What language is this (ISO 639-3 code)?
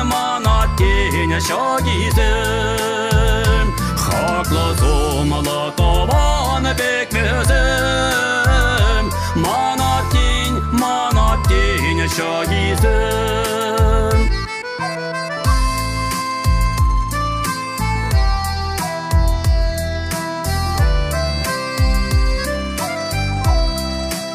chv